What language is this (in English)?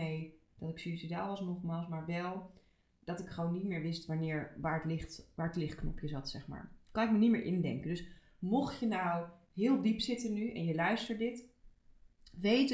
Dutch